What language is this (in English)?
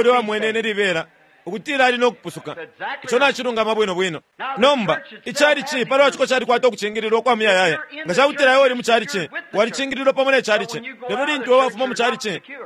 Bemba